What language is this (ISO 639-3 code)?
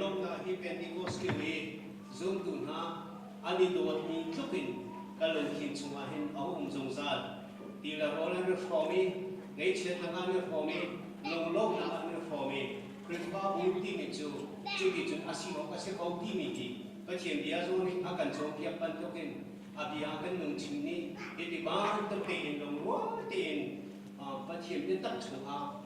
cnh